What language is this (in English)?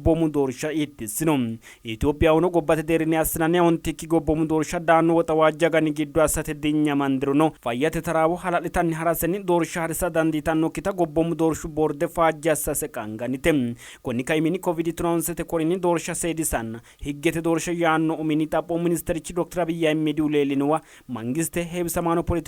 Sidamo